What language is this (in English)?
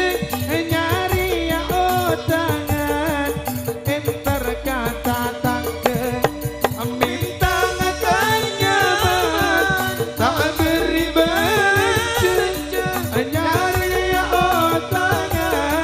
Madurese